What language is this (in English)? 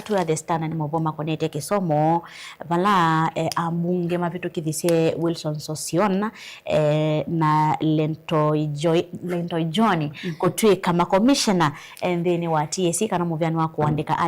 Kamba